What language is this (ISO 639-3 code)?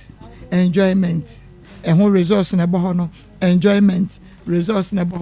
aka